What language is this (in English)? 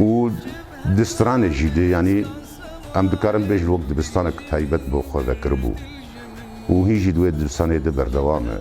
Kurdish